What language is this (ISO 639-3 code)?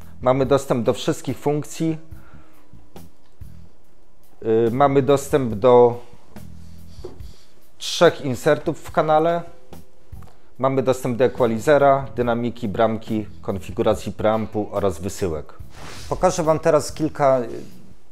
pol